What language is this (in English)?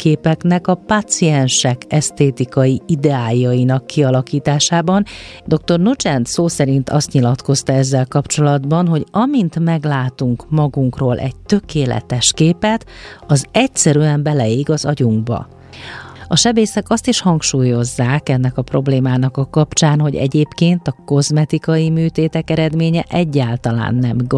Hungarian